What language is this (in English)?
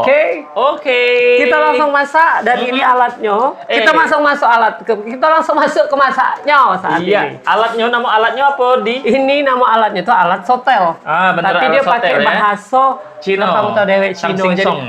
Musi